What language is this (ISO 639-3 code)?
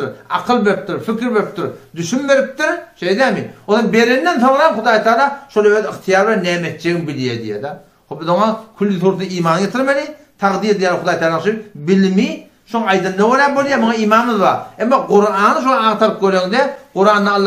tuk